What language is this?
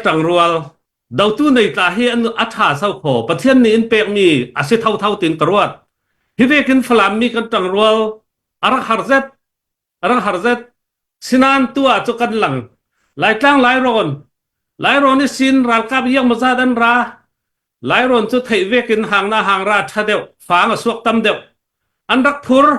Falam Chin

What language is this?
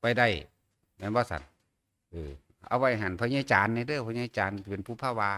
Northeastern Thai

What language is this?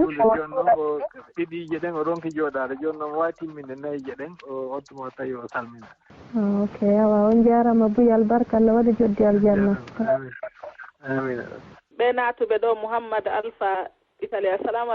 Fula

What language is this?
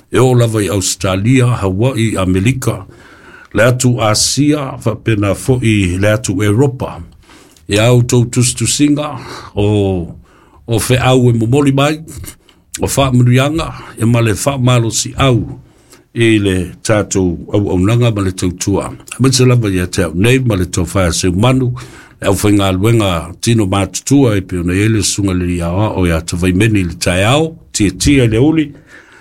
Samoan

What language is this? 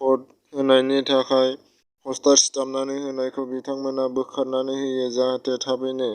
Bodo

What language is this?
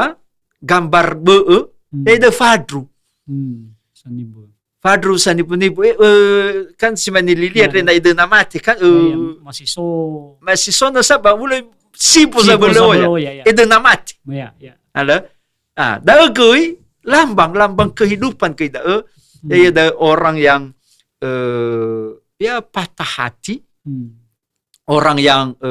Nias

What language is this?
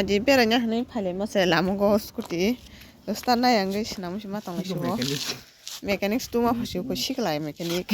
Kok Borok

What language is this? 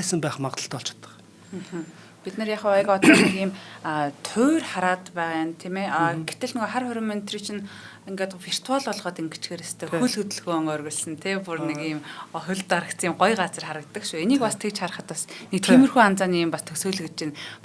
Mongolian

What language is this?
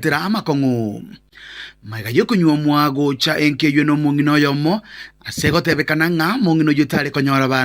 Gusii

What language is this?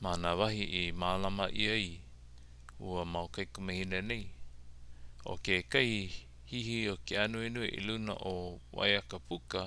Hawaiian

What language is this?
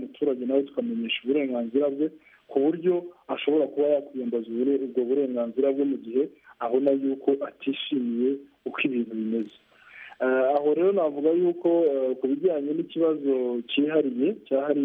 Kinyarwanda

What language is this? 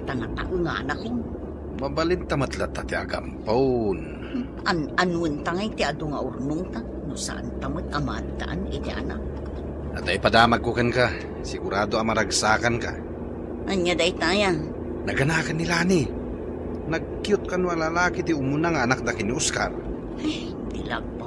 Iloko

